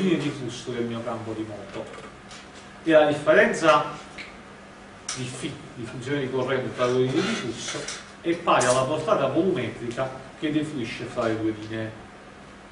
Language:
Italian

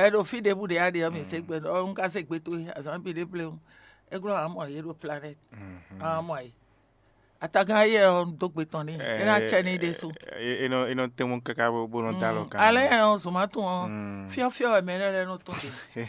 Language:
Fon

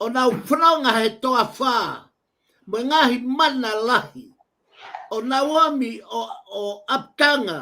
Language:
Tongan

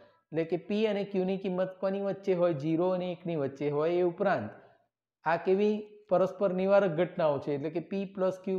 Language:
Gujarati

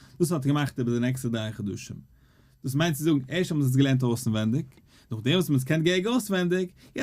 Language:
Yiddish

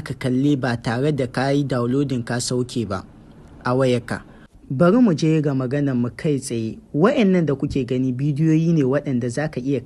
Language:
Hausa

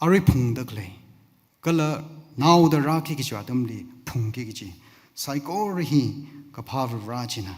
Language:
Tangkhul Naga (India)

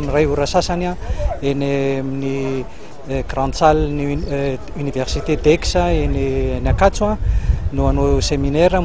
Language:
Malagasy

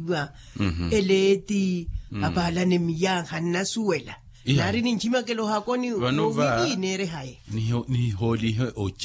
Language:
Makhuwa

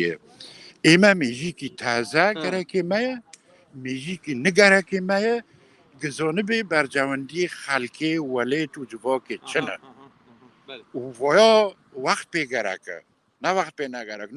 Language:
Kurdish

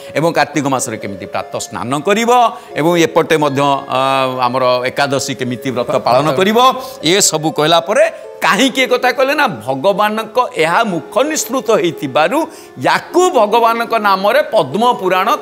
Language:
Odia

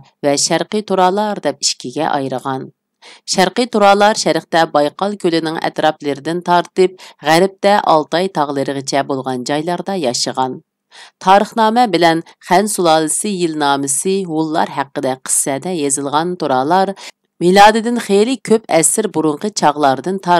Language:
Uyghur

